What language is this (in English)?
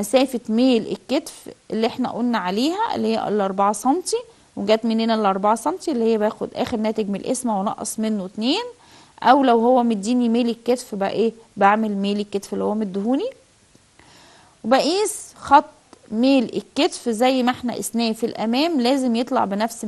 Egyptian Arabic